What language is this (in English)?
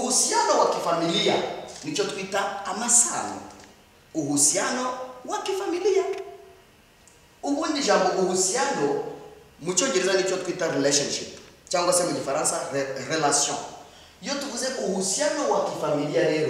Kinyarwanda